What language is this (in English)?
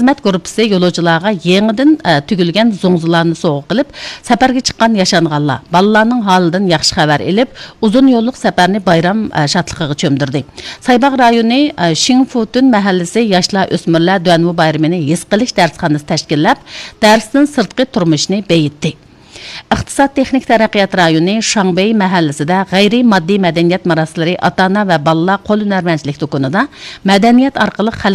Uyghur